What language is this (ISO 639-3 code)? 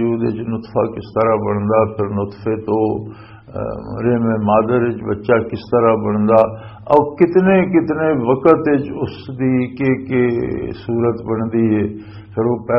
lah